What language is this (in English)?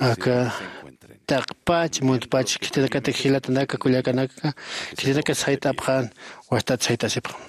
Aymara